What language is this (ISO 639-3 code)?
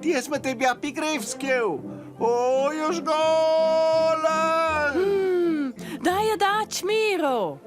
roh